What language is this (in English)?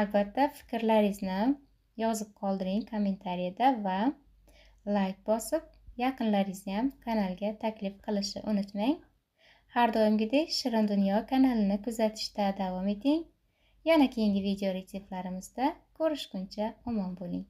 Uzbek